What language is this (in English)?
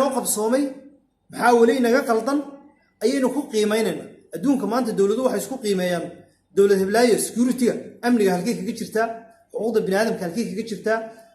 Somali